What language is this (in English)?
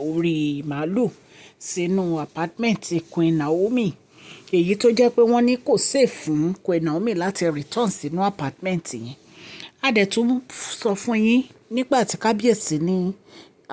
Yoruba